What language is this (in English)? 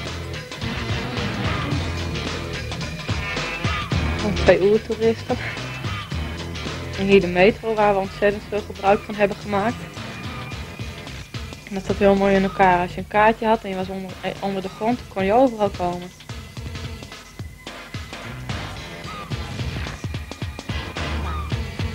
Dutch